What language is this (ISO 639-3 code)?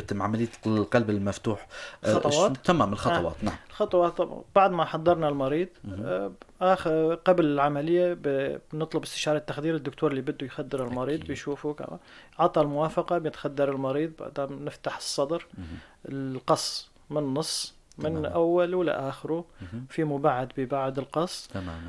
apc